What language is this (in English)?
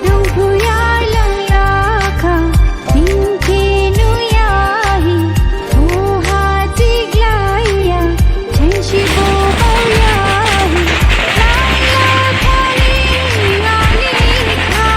Dimasa